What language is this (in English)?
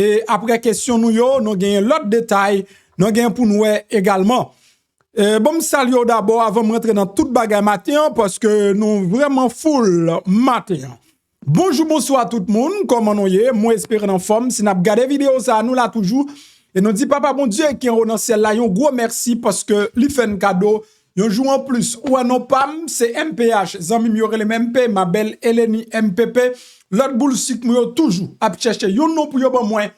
Haitian Creole